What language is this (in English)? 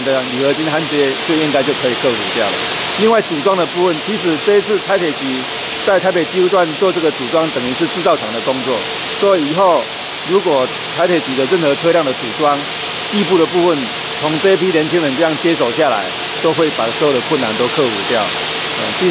Chinese